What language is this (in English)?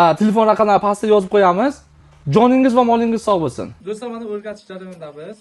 Uzbek